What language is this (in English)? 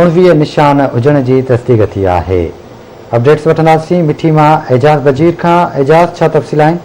Sindhi